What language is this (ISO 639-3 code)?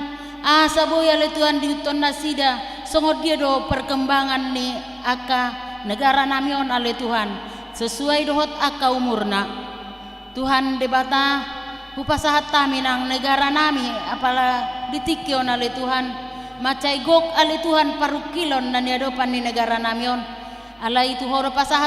bbc